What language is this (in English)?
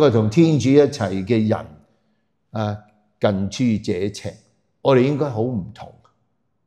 Cantonese